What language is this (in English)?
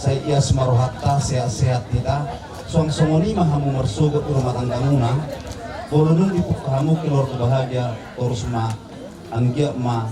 Batak Toba